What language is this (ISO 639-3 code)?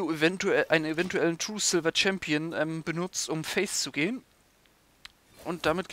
deu